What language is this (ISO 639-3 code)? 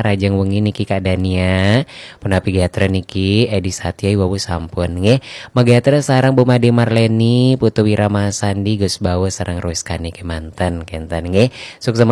ban